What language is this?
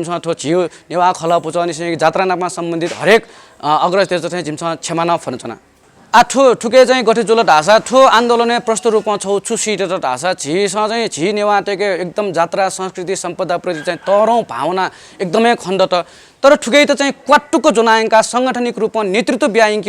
Newari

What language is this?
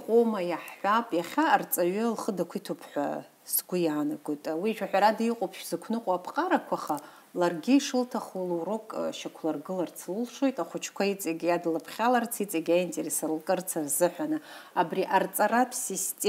Abkhazian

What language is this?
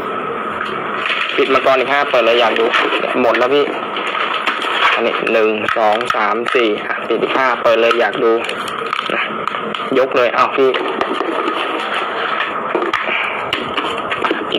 Thai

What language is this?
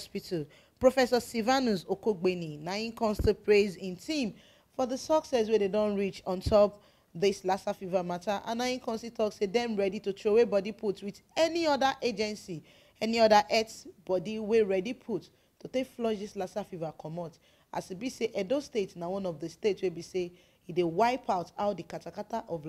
Nigerian Pidgin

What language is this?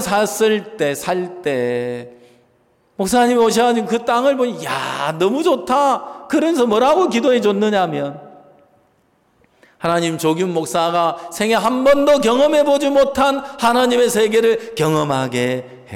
Korean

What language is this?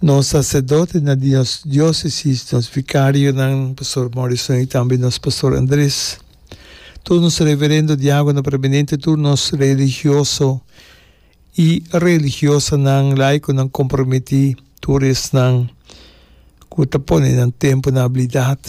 Papiamento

